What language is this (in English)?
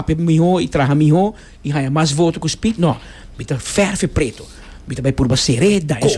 Papiamento